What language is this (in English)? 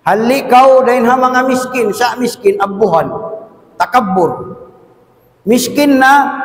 Tausug